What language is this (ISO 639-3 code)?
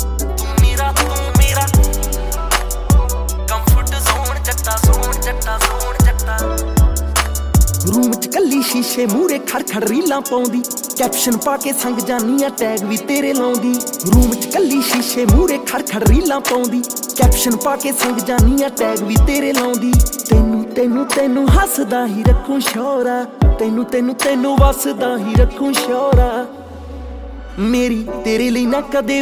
pan